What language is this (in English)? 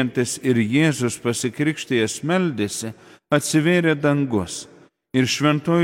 Lithuanian